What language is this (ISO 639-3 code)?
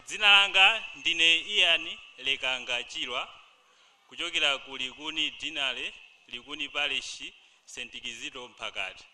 nya